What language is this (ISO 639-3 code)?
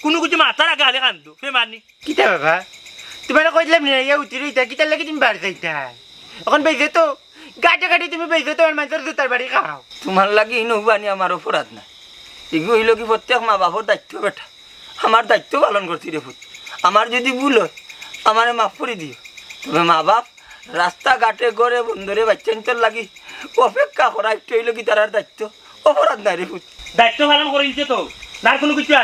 syl